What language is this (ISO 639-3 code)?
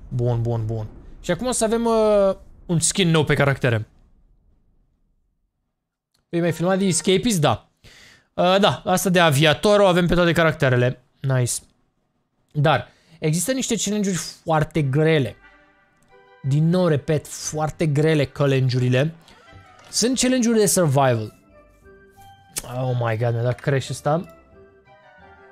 ron